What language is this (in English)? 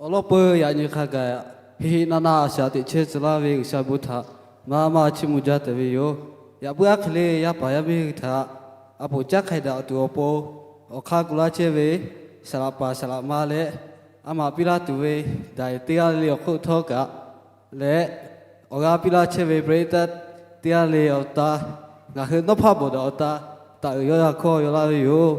Lahu